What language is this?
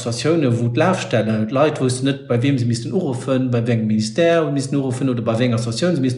Luxembourgish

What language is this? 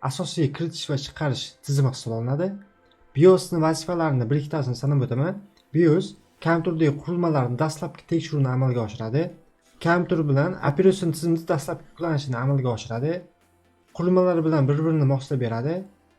Uzbek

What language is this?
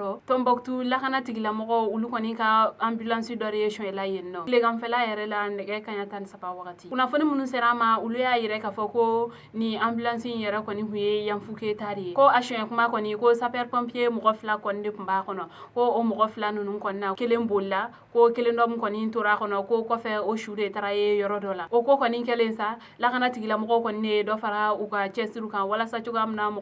Bambara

